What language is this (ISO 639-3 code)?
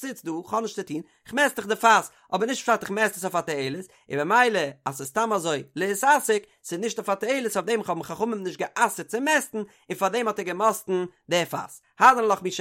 yid